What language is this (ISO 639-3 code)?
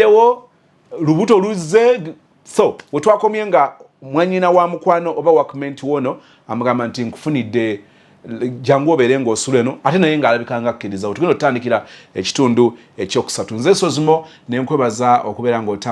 lug